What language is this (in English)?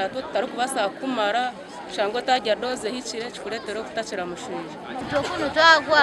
Nyankole